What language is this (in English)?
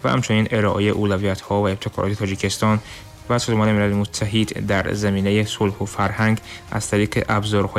Tajik